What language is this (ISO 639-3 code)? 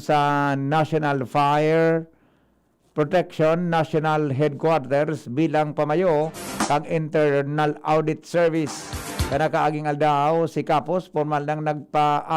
bik